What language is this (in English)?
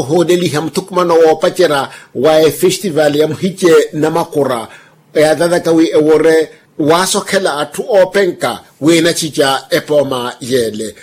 Makhuwa